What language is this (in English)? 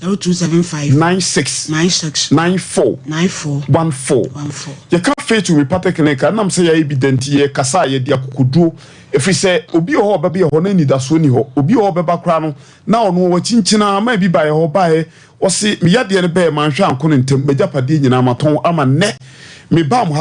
Akan